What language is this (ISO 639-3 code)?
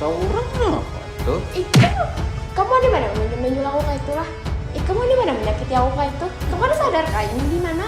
bjn